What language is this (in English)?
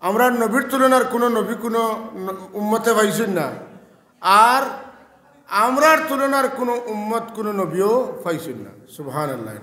Sylheti